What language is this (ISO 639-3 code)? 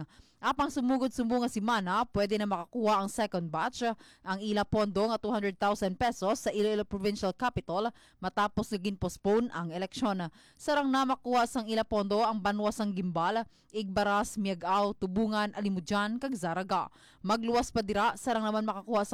hil